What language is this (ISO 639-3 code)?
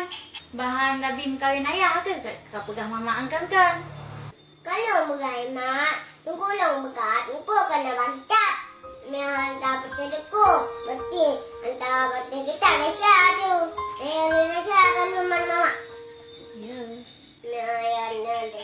ace